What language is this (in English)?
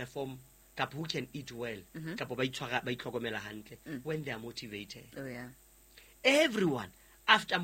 Southern Sotho